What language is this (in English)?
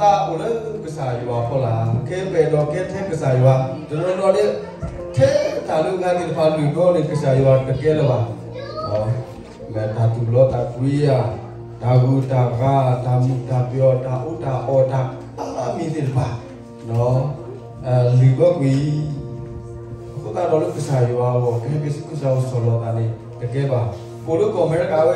S'gaw Karen